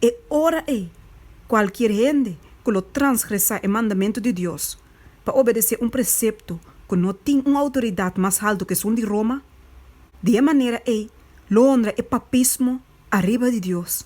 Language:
Papiamento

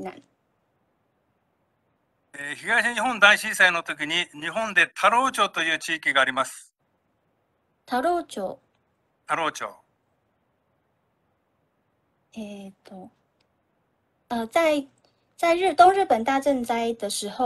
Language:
Japanese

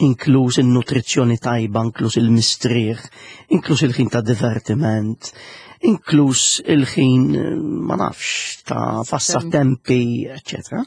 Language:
Maltese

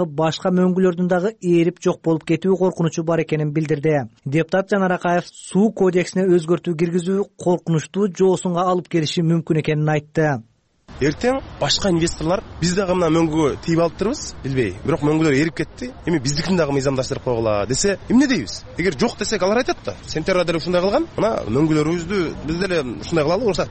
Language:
Kyrgyz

